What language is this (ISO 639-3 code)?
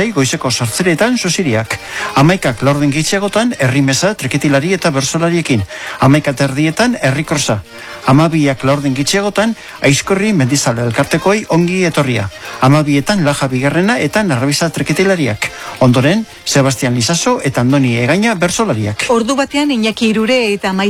eus